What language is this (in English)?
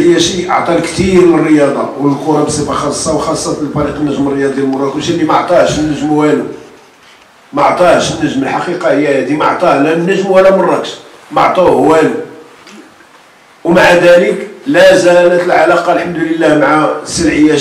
Moroccan Arabic